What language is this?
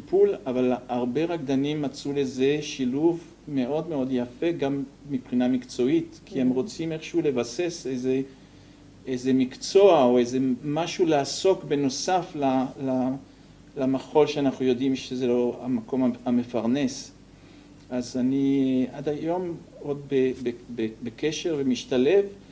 Hebrew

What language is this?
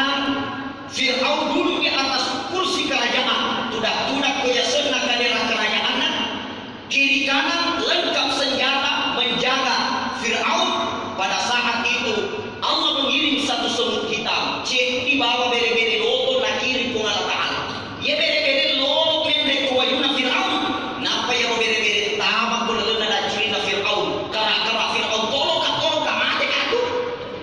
Buginese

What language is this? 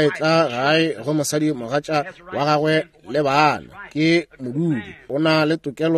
Northern Sotho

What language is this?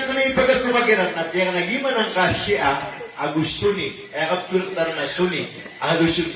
Maranao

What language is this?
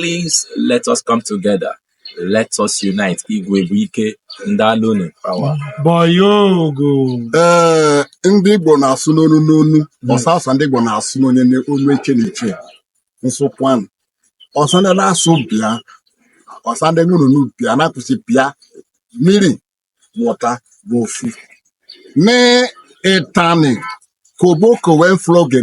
Igbo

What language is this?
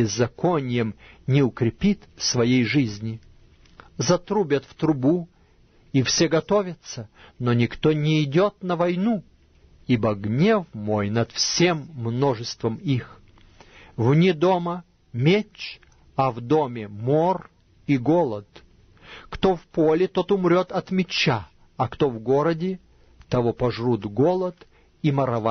Russian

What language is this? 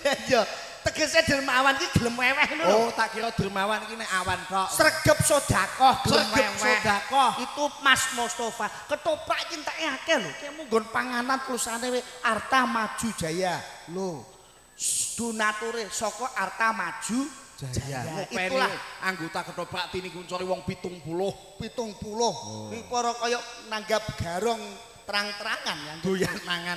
Javanese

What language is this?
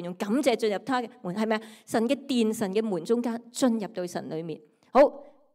Cantonese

